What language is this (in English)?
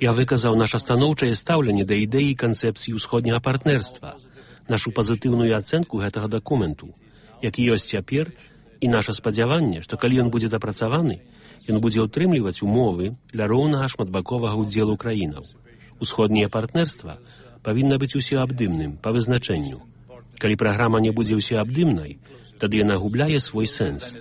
Belarusian